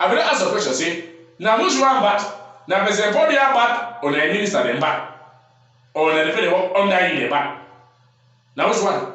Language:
Cameroon Pidgin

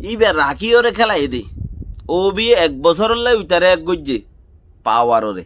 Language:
Rohingya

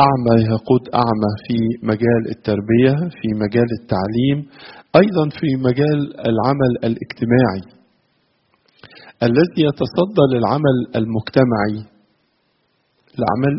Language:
Egyptian Arabic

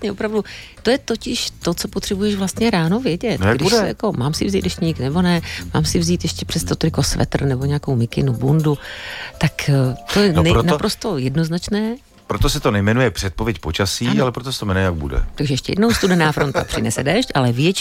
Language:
Czech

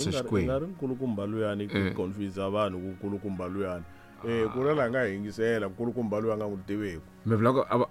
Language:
Tsonga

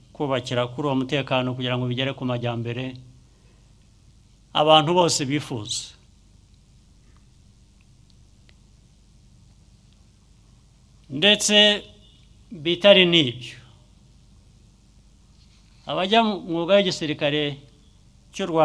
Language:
Kinyarwanda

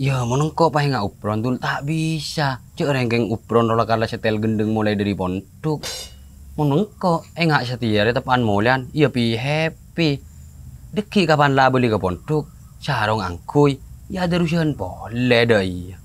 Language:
Madurese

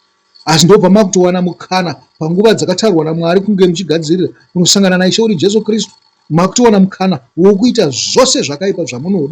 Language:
Shona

